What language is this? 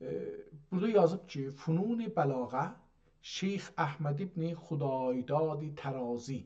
South Azerbaijani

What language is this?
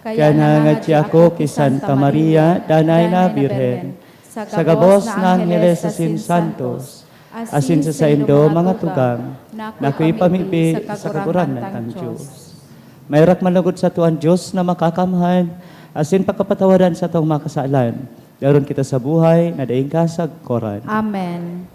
Bikol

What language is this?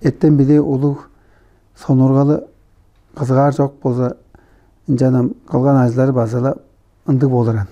Tuvinian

